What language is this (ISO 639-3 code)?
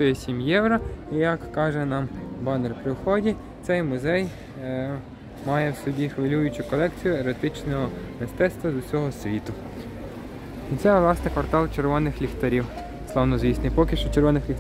ukr